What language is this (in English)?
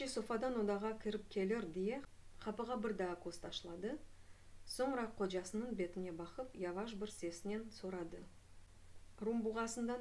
Crimean Tatar